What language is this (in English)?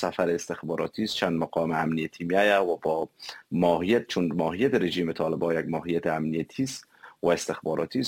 Persian